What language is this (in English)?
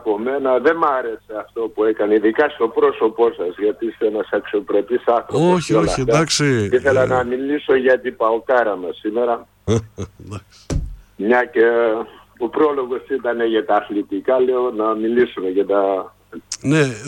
Greek